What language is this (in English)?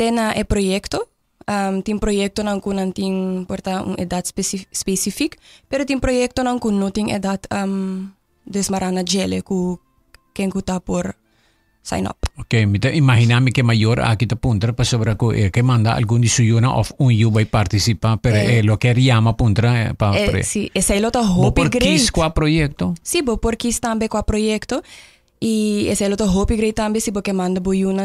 Papiamento